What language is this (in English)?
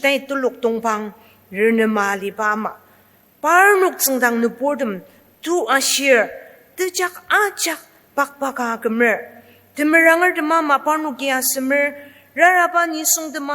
Ao Naga